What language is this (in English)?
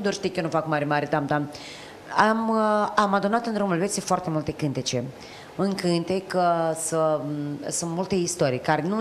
Romanian